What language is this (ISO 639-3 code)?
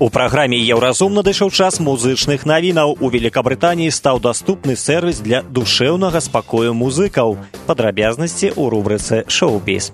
bel